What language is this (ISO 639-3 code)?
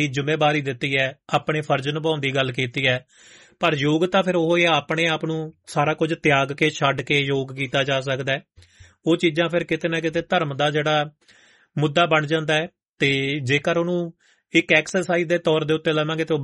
pan